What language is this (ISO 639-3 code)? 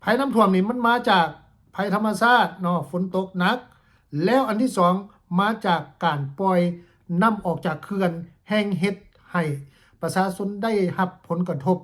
lao